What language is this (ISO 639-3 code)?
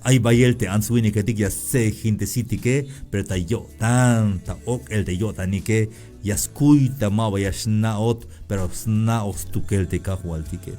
tzh